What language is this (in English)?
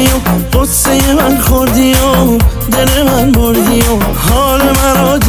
Persian